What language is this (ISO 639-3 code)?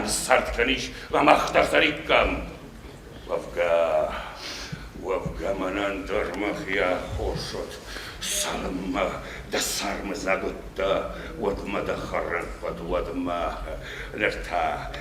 oss